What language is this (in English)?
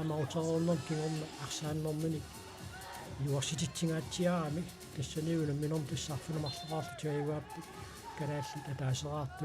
Kalaallisut